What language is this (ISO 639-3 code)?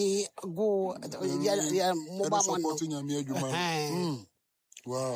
aka